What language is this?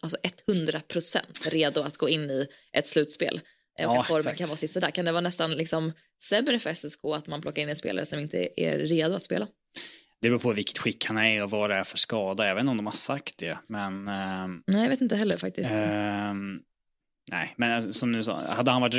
Swedish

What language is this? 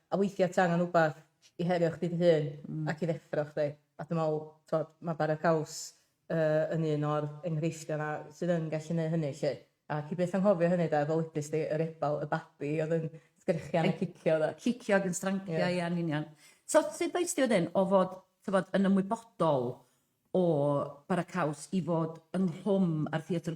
Welsh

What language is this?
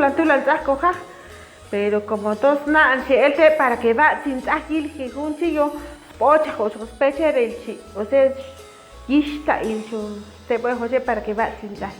Chuj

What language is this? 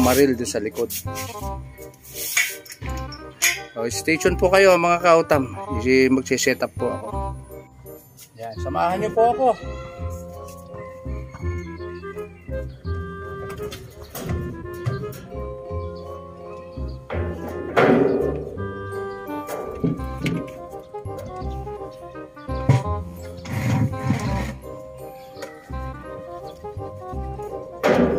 Filipino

